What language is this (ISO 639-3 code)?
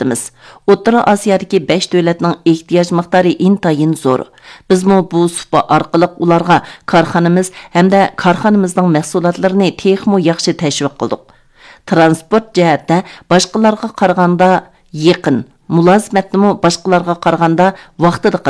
uig